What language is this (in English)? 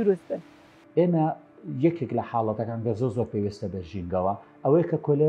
Central Kurdish